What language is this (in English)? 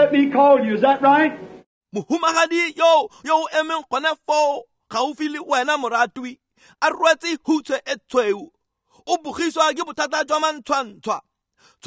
Tswana